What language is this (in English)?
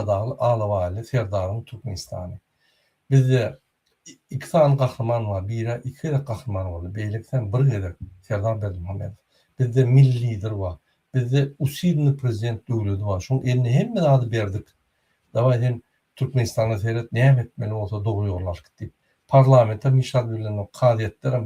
Turkmen